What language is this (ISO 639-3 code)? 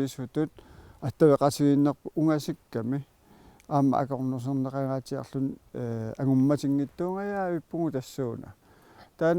kal